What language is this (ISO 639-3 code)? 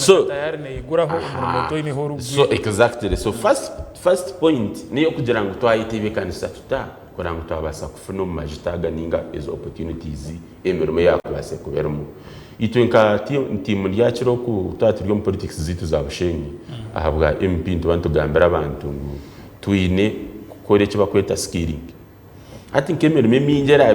nyn